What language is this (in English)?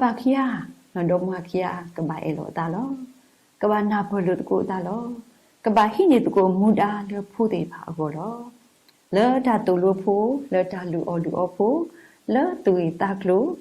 S'gaw Karen